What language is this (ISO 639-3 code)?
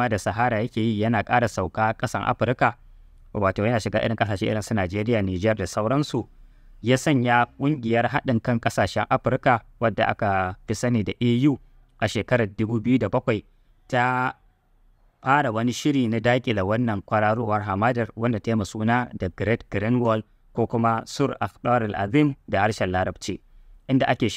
hau